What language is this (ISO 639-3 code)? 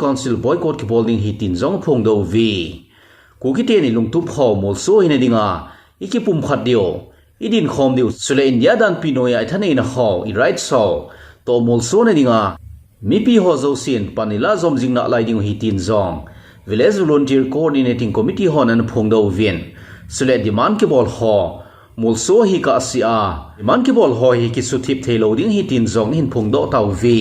tcz